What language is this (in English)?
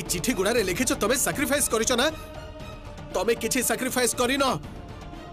Odia